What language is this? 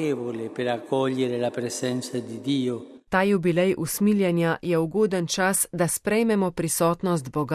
Slovenian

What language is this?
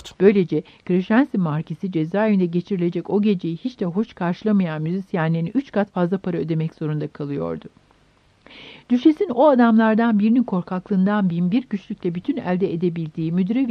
Turkish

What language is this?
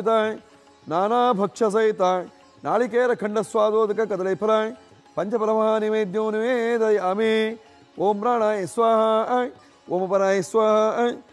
Kannada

